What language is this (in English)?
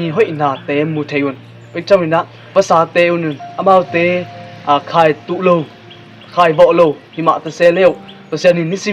Tedim Chin